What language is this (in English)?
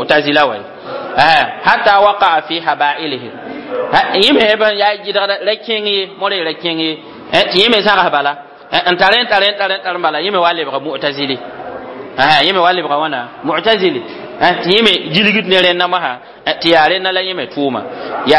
Mossi